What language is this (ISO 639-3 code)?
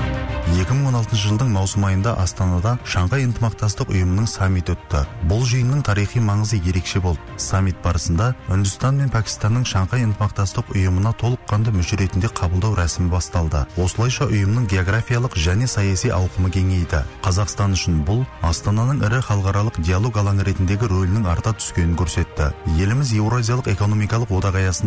kaz